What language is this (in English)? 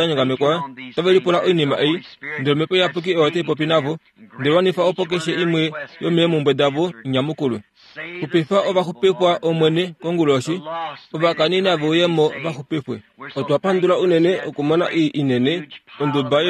Kuanyama